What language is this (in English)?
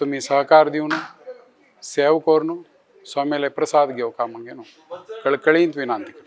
Konkani